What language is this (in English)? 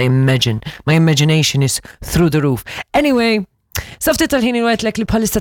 Maltese